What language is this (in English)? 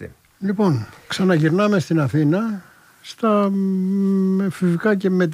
Greek